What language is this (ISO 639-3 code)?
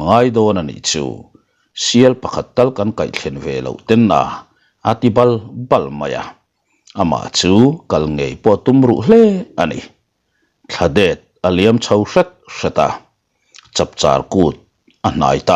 lus